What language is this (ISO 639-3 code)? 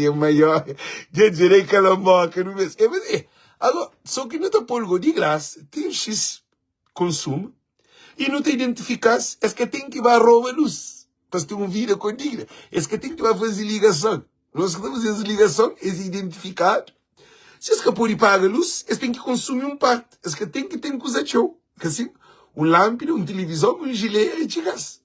kea